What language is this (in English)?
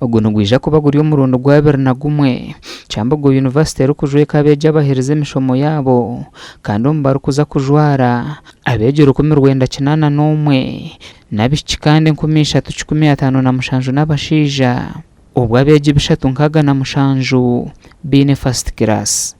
Nyankole